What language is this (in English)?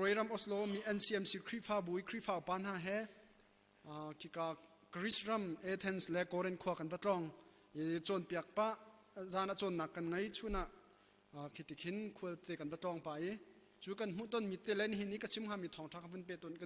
Hakha Chin